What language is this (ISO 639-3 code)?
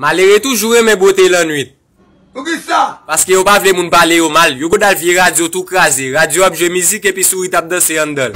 hat